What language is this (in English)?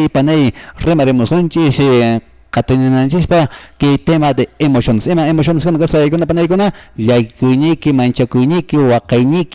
Quechua